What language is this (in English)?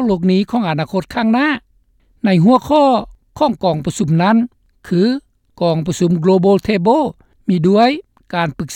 Lao